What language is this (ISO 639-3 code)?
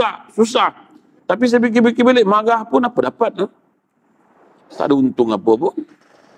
msa